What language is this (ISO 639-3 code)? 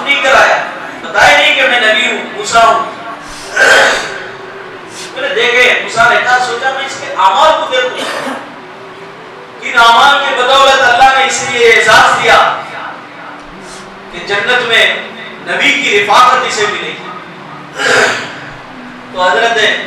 urd